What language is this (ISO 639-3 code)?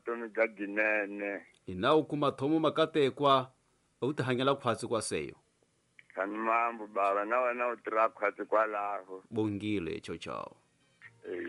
tso